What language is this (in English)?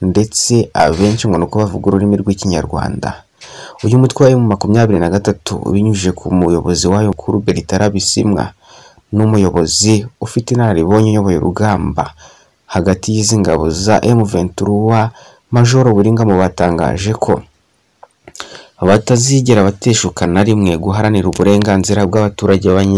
Kinyarwanda